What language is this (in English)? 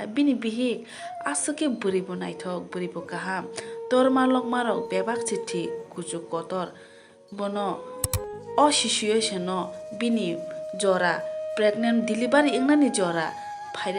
Kok Borok